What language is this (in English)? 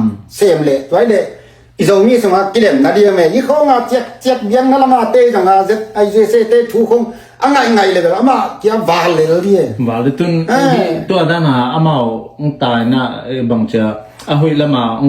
Tedim Chin